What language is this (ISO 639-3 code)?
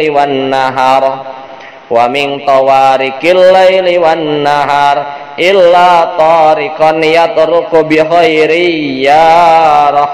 sun